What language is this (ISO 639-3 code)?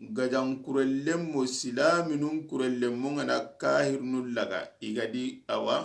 snk